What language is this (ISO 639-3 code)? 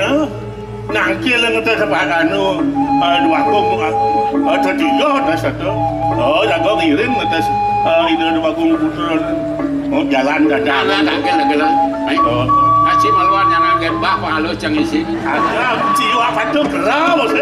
ban